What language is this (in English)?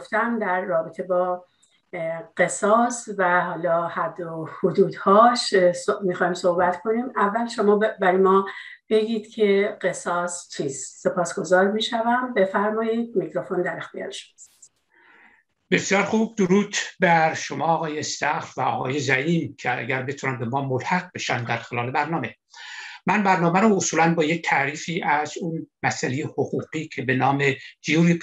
Persian